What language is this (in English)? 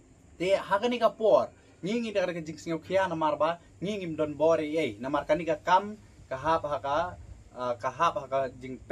Khasi